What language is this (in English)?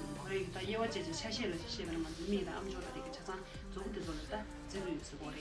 Tibetan